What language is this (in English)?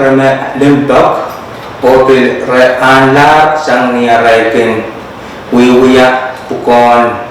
Pohnpeian